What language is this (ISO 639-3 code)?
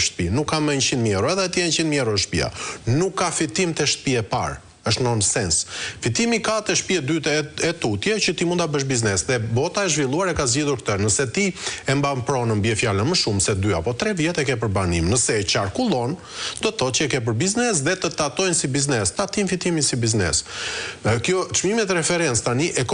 sqi